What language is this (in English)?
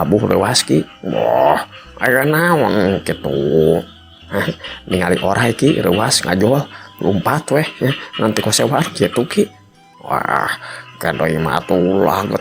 Sundanese